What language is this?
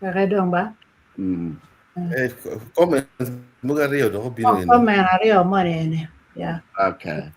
Acoli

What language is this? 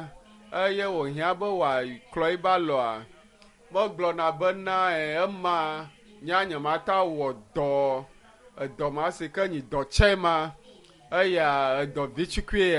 Ewe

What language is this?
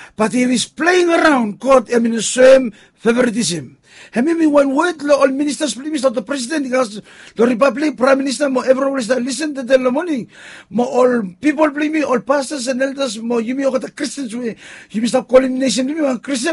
Bislama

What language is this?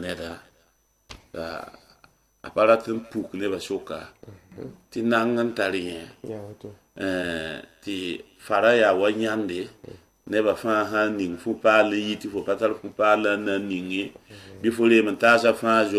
Mossi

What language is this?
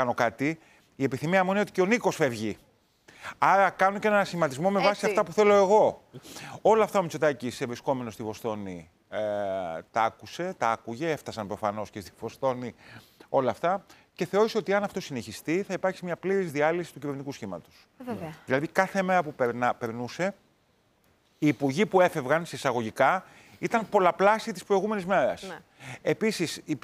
Greek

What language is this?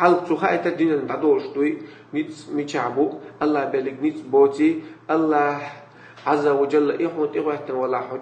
Chechen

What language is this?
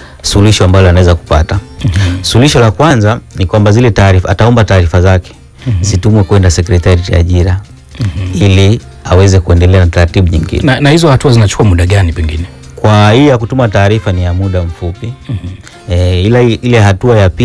Swahili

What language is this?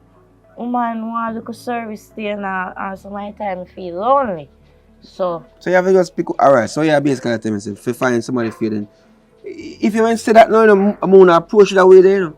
Jamaican Creole English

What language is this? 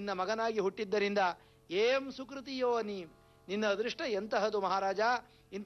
Kannada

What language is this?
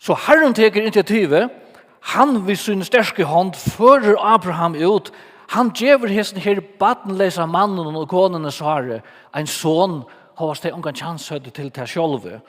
Faroese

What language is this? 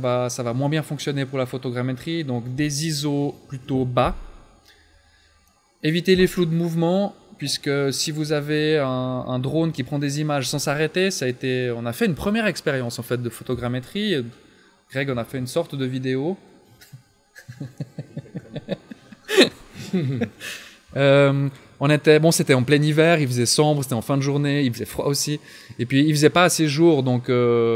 French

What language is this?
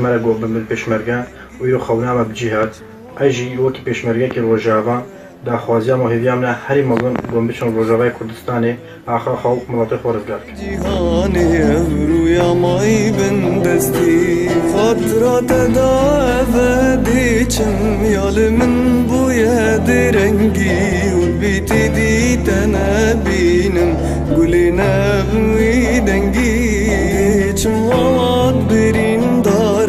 Kurdish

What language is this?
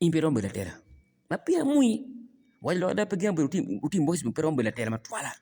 Acoli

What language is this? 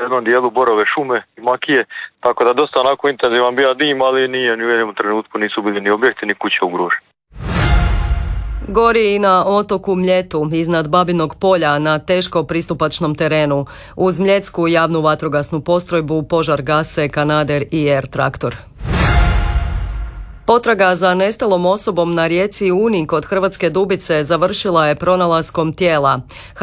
Croatian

